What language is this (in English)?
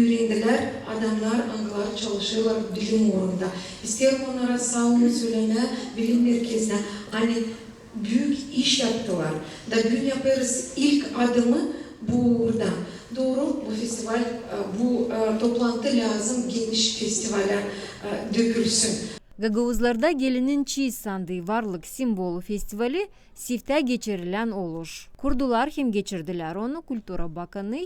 Gagauz